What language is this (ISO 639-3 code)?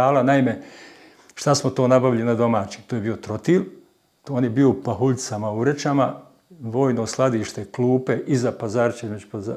bos